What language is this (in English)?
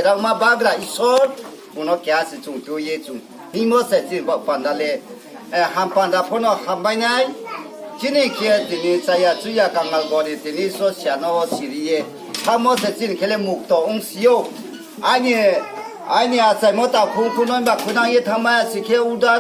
Riang (India)